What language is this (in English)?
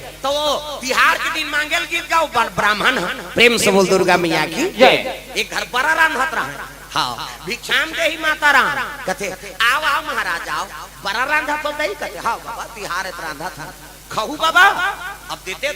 Chhattisgarhi